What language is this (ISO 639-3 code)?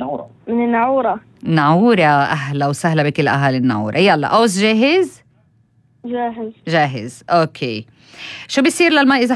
apc